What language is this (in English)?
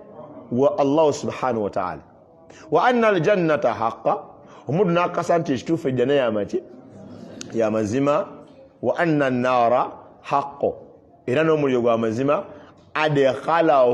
Ganda